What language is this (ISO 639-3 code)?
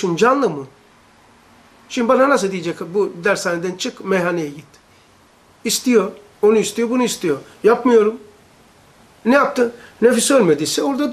tur